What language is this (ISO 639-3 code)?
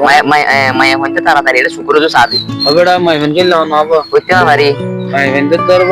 rhg